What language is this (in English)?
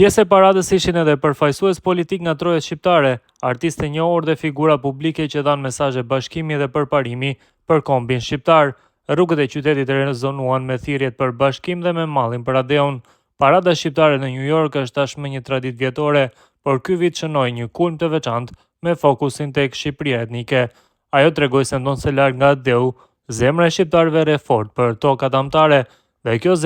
Albanian